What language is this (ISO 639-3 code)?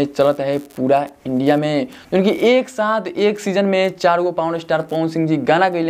bho